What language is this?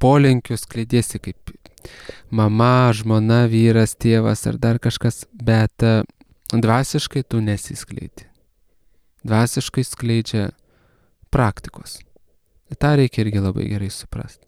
Lithuanian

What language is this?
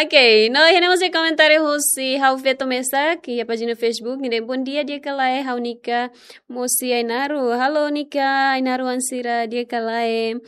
Tetum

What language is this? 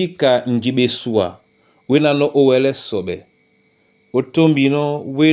Duala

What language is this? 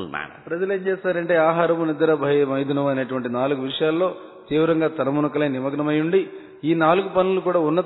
Telugu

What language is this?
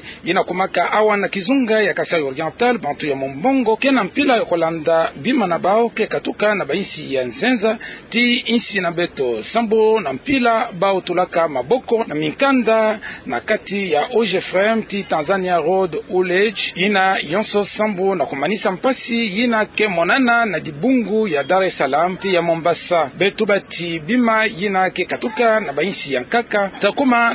Kituba (Democratic Republic of Congo)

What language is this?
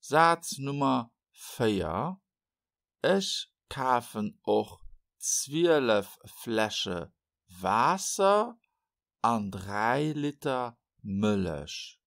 Luxembourgish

